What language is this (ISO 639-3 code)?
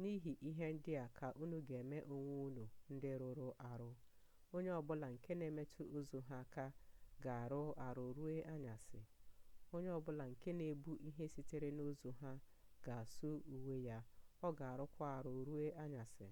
ibo